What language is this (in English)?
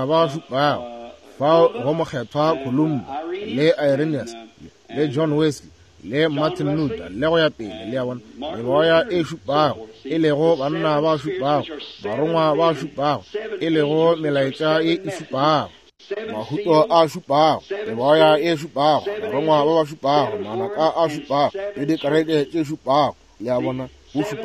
Northern Sotho